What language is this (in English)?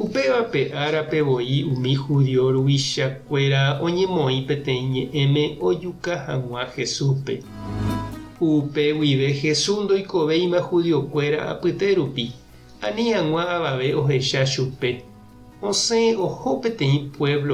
Guarani